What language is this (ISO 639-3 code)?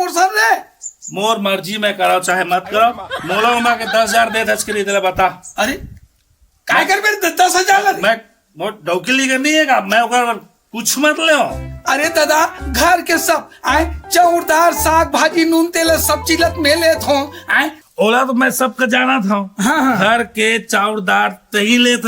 hne